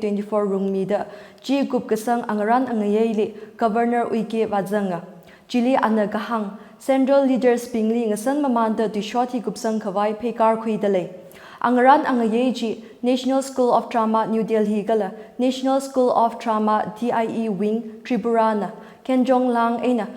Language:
Tangkhul Naga (India)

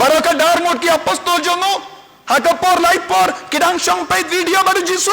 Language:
Khasi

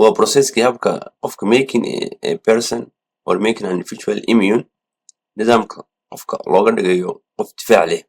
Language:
Somali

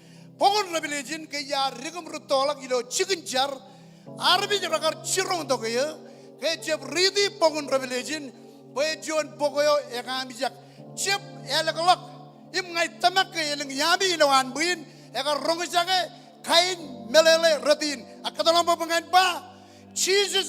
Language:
Marshallese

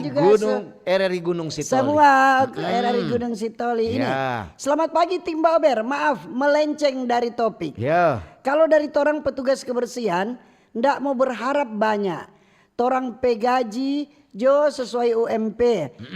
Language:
Manado Malay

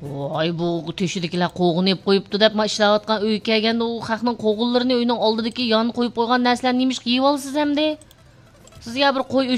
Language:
Uyghur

